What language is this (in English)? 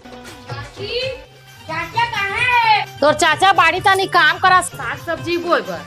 Chhattisgarhi